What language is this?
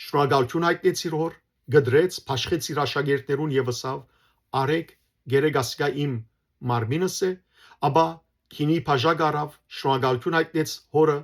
Western Armenian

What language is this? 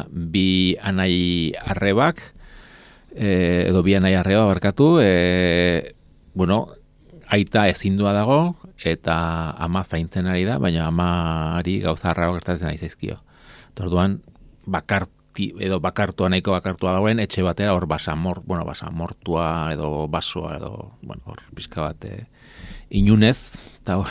Basque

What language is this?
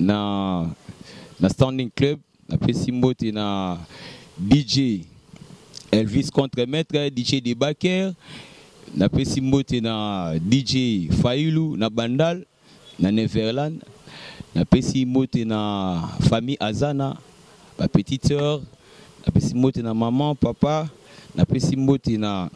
Lingala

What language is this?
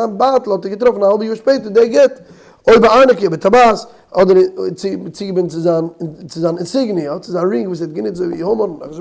Yiddish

